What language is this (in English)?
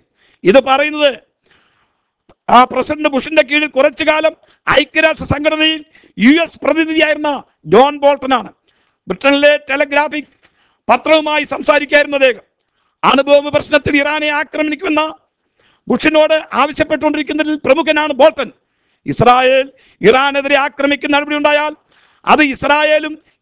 Malayalam